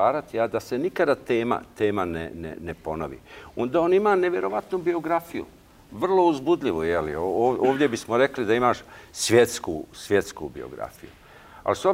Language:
Bosnian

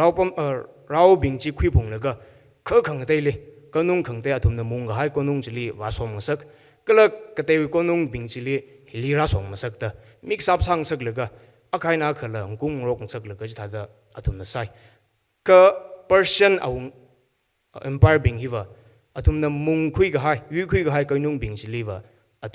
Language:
Tangkhul Naga (India)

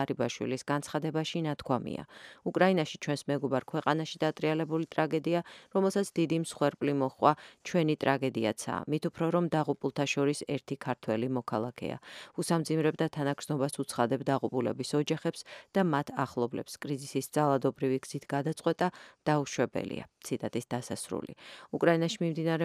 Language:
Georgian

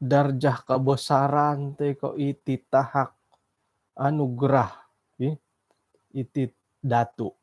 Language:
Central Dusun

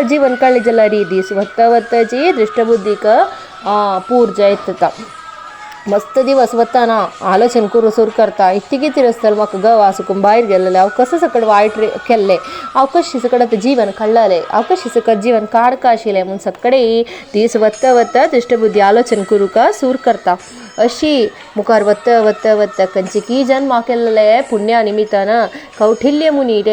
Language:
Konkani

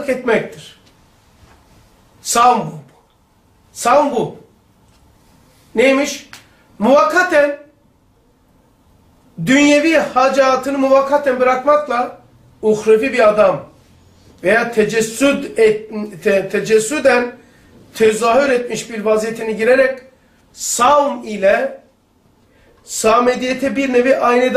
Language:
Turkish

